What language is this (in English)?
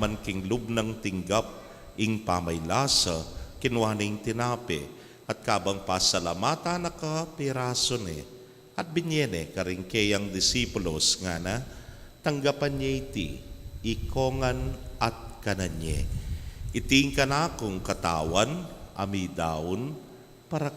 Pampanga